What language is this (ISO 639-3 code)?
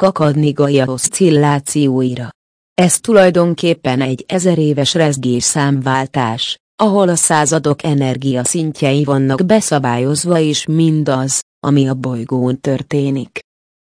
hun